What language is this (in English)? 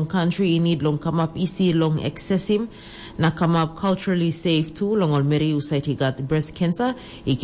Tok Pisin